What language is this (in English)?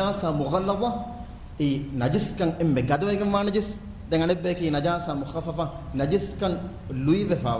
Divehi